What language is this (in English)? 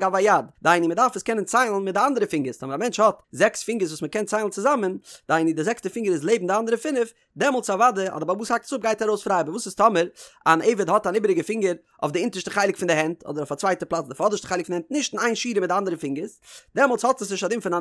Yiddish